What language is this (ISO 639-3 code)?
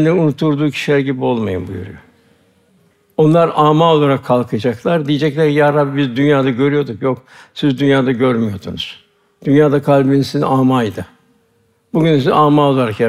tur